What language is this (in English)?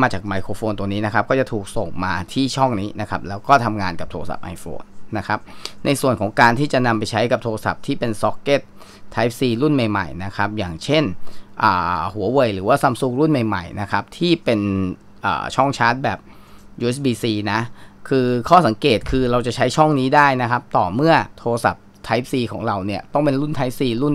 Thai